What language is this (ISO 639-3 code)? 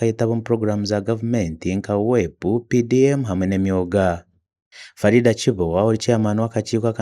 nyn